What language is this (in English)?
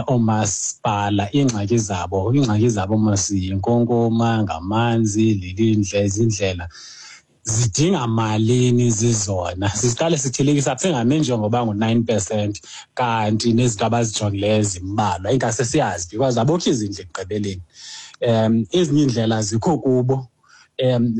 Xhosa